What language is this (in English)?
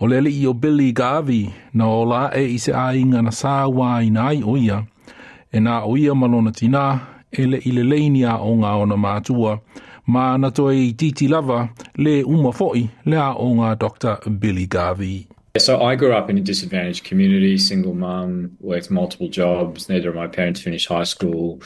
Samoan